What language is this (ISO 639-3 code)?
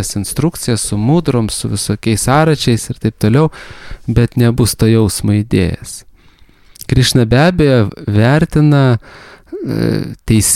lit